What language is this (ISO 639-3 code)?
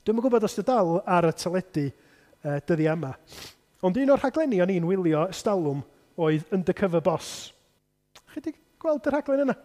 cym